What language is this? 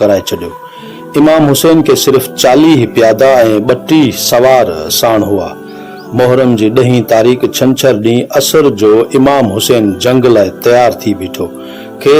Sindhi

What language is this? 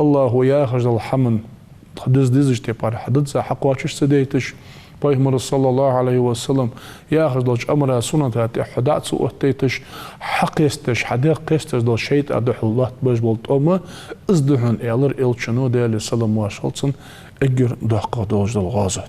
Ingush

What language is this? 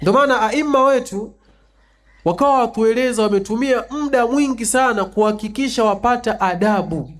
Swahili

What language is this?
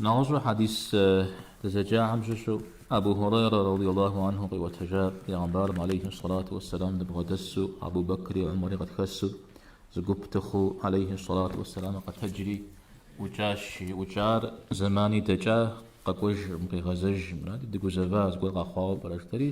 Kabardian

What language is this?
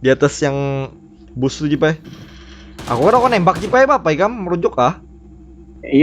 Banjar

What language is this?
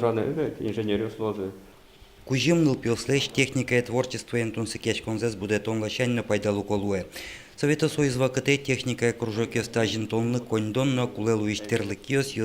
Udmurt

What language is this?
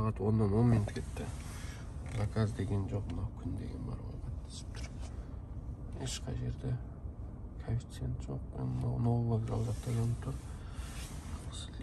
Kazakh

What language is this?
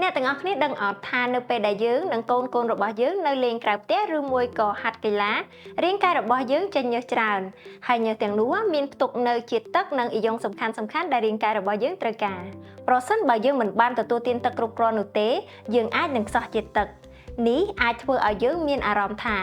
Khmer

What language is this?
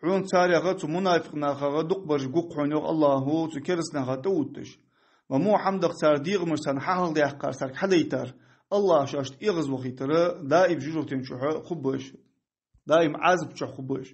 Ingush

